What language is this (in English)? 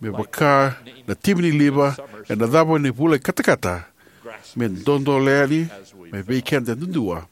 Fijian